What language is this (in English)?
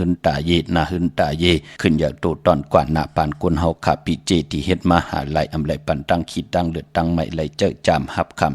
Shan